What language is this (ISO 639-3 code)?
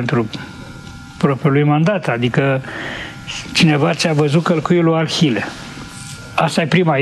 ron